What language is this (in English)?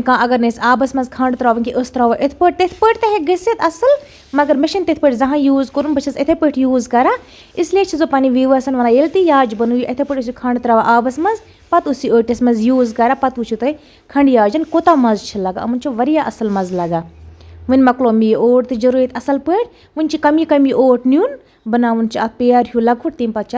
Kashmiri